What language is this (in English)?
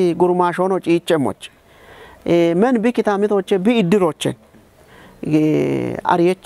Kafa